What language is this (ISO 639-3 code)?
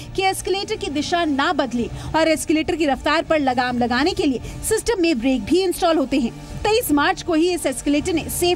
hin